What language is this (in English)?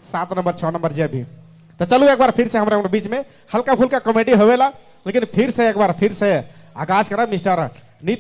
Sadri